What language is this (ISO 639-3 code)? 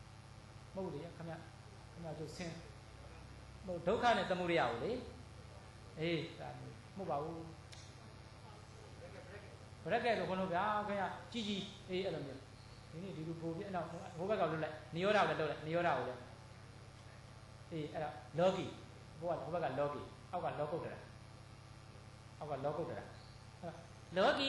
mya